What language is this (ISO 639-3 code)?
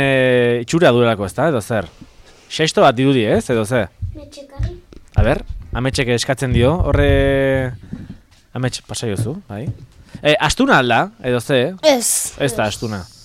eus